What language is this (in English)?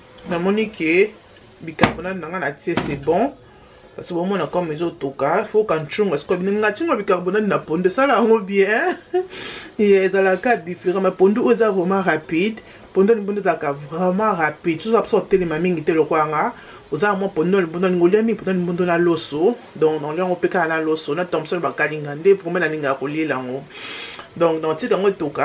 Lingala